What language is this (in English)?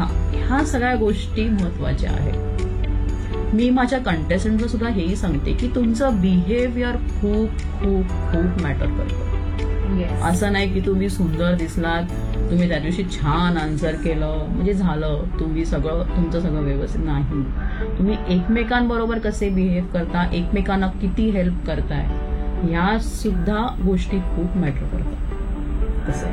Marathi